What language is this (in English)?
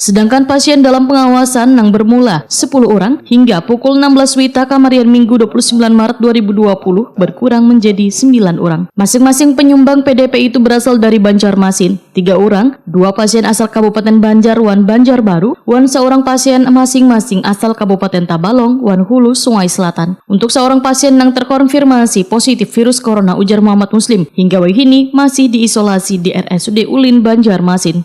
Banjar